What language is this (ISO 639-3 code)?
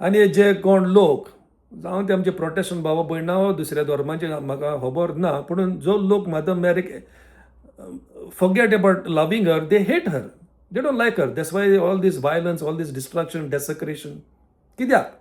kok